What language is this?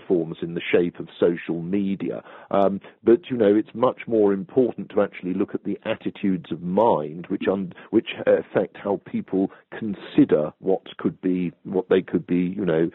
English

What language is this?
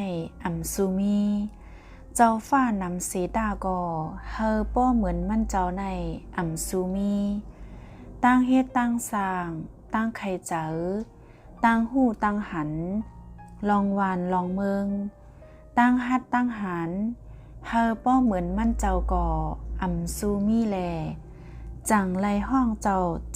Shan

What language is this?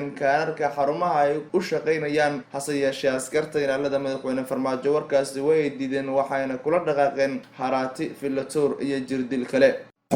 Somali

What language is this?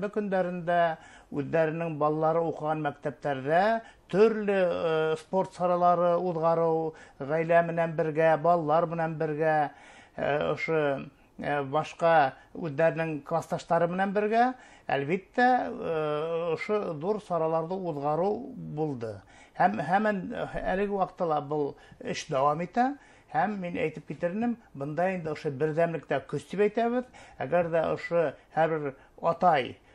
Bashkir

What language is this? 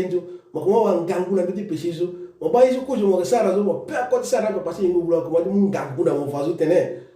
Sango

